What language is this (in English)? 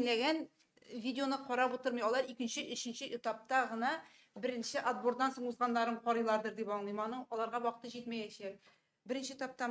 Tatar